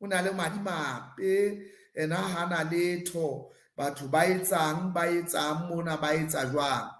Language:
Southern Sotho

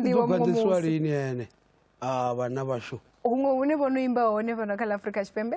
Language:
Venda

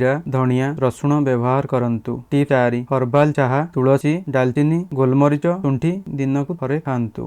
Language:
Odia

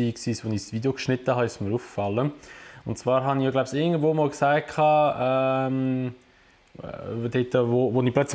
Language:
Swiss German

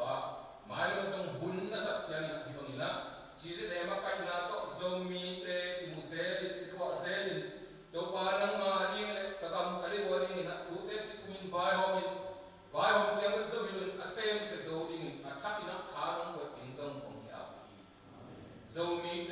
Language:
Tedim Chin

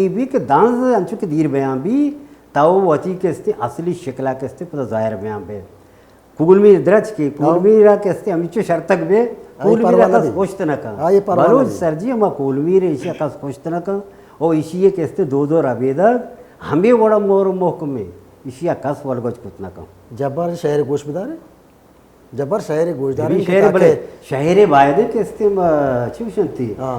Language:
Baluchi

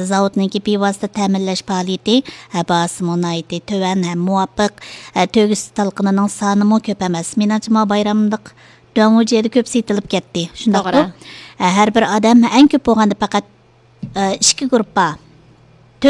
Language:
Uyghur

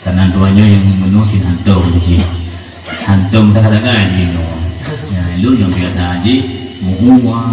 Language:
Achinese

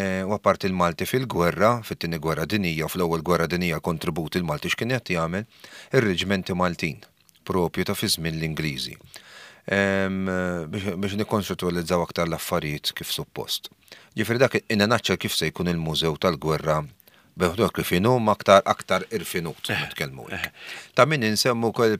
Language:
Maltese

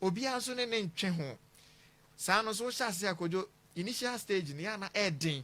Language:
Akan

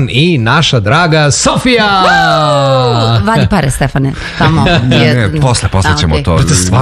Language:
Serbian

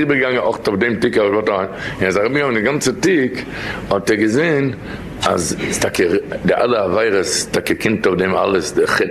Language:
Yiddish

